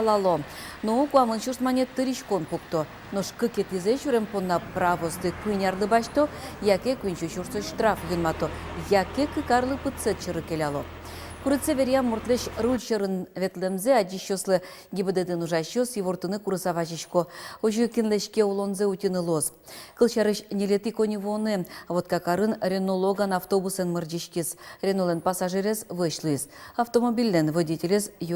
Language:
Udmurt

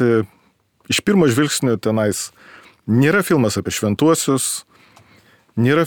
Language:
Lithuanian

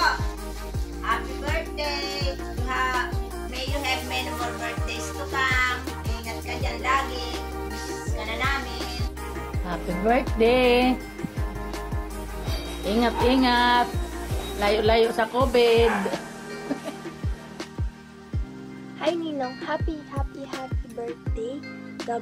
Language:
Filipino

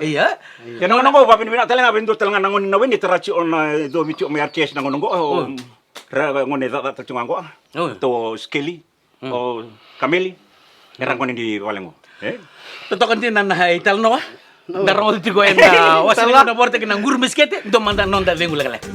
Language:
Fijian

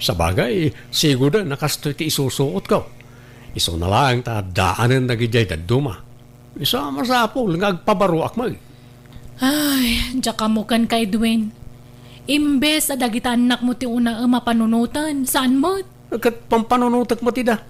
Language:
Iloko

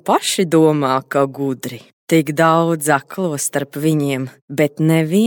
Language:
Latvian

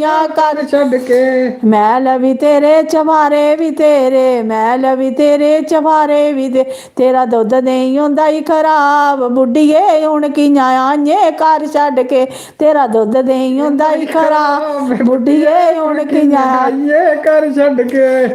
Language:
Dogri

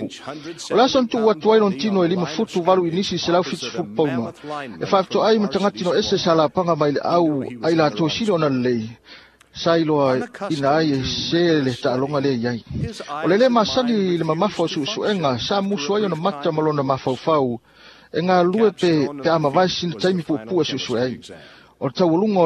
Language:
Samoan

